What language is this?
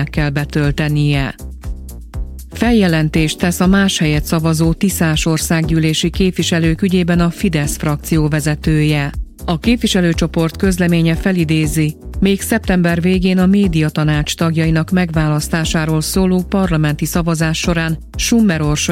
Hungarian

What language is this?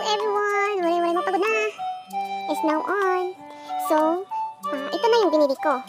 Waray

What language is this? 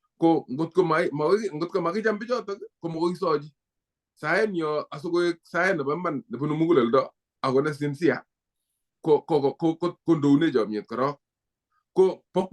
Kalenjin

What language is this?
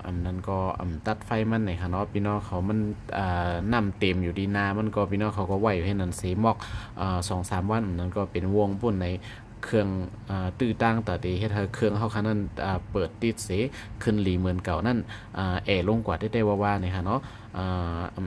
Shan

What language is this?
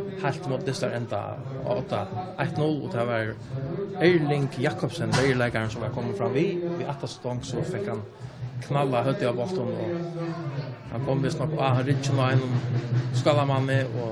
Faroese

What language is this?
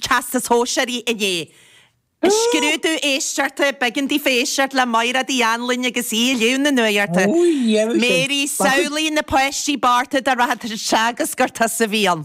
Irish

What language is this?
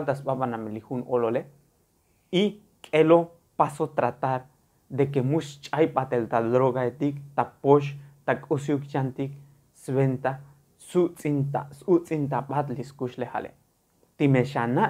Tzotzil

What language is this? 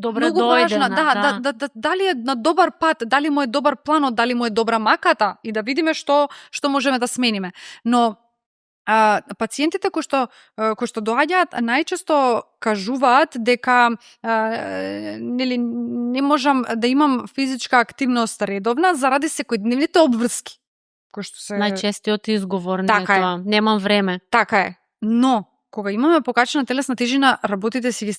Macedonian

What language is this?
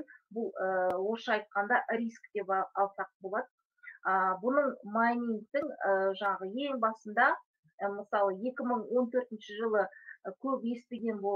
Kazakh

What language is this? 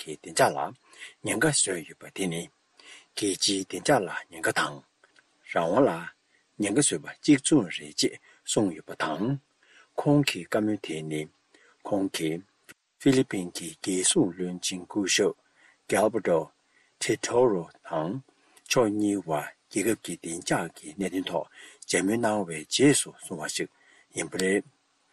Tibetan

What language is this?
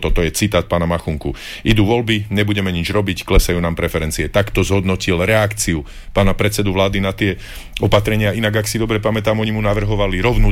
Slovak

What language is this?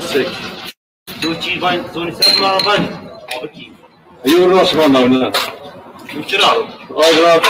Zaza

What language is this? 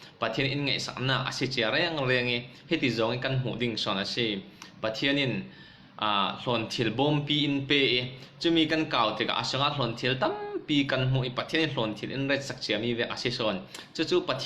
Falam Chin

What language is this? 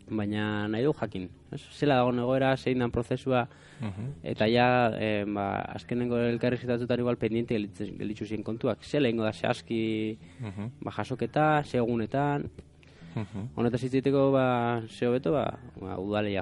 Basque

